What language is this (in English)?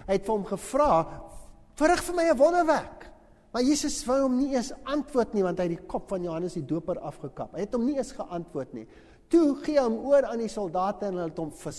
Afrikaans